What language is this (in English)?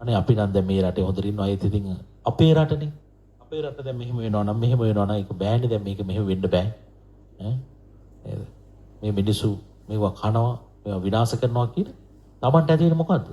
Sinhala